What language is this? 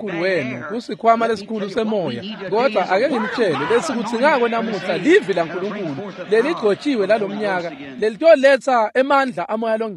Swati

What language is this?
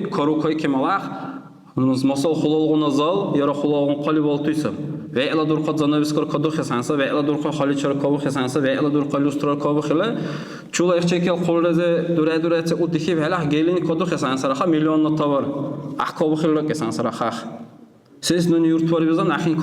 Dargwa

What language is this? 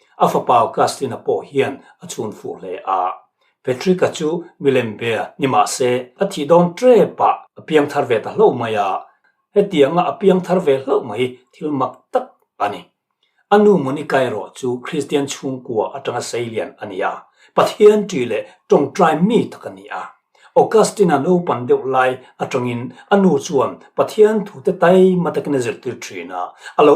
Mizo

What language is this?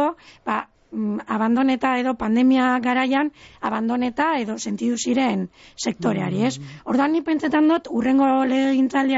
Basque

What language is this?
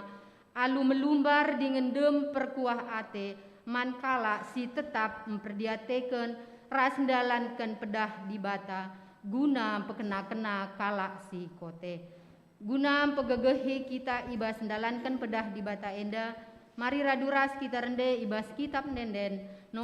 Batak Karo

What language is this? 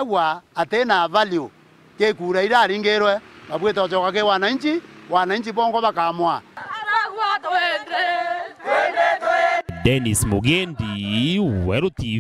Meru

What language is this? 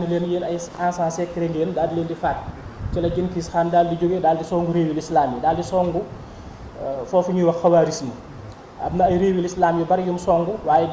Wolof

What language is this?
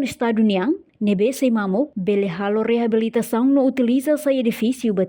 Tetum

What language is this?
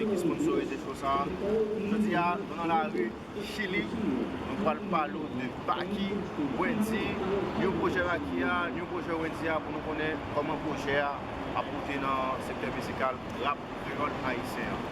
Haitian Creole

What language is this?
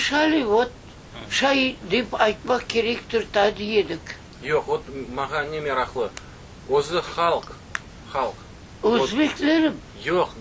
Crimean Tatar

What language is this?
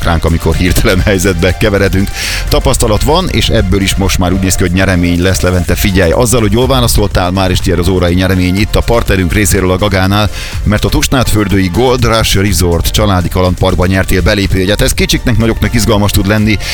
Hungarian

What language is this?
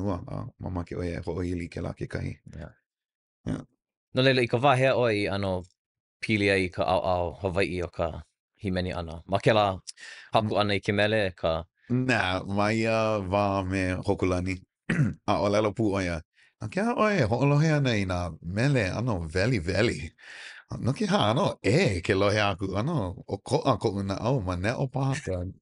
Hawaiian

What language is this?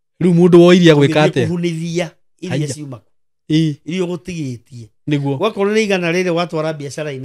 Kikuyu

